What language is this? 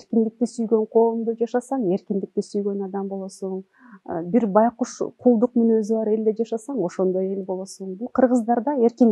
Kyrgyz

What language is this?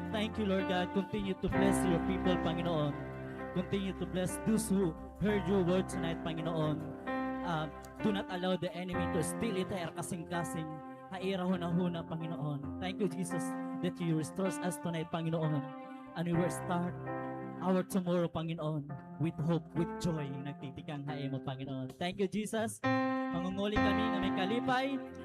Waray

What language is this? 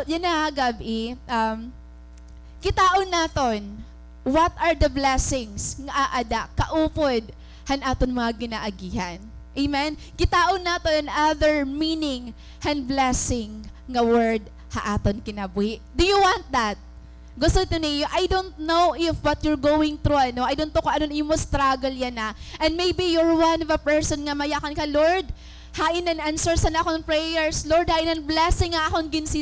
Waray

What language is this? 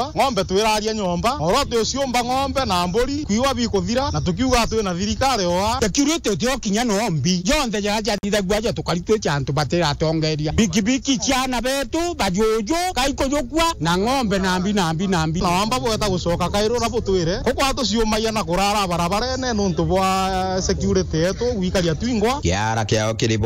Meru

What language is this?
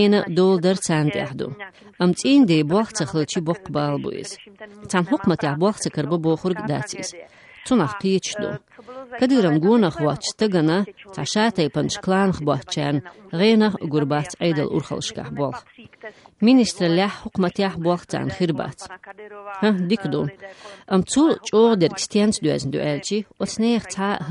Chechen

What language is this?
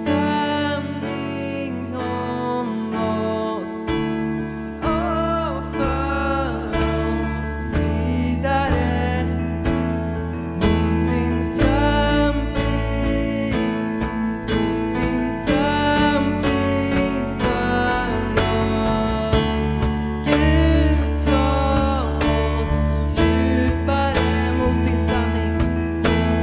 Swedish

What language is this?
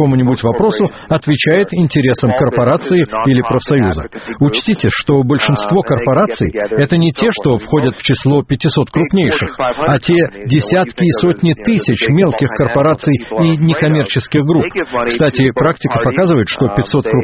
Russian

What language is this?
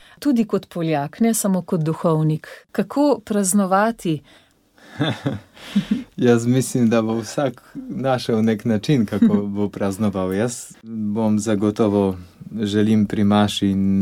Slovenian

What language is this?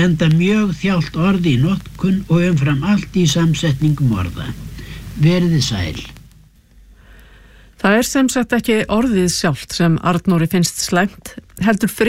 Icelandic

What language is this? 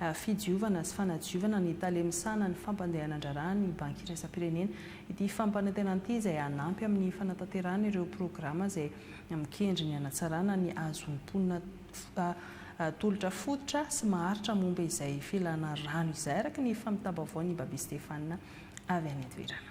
Malagasy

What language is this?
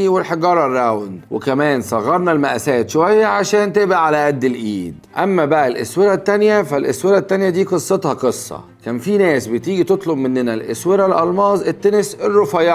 Egyptian Arabic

